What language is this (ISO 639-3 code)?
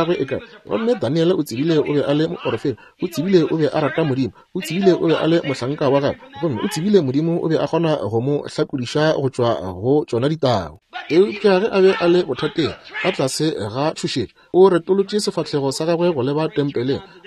nso